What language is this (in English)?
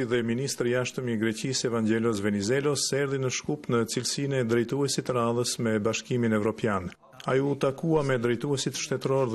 Albanian